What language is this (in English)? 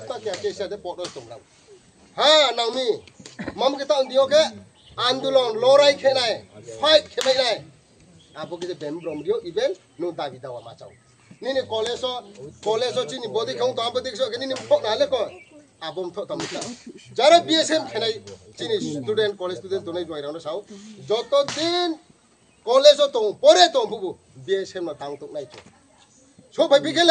Riang (India)